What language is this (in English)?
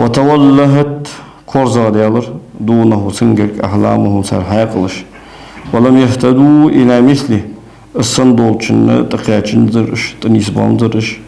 Ingush